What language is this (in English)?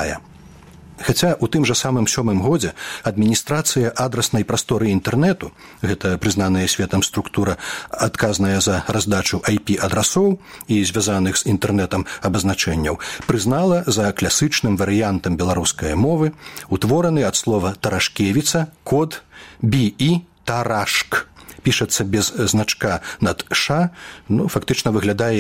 Belarusian